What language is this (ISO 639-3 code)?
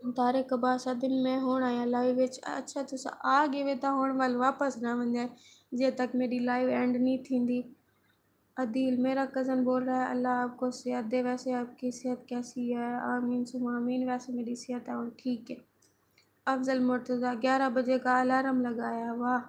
skr